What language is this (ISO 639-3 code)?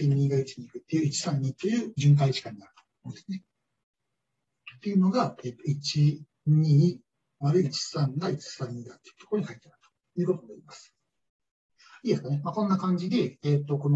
jpn